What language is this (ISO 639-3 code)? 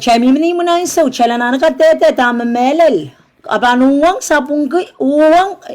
pon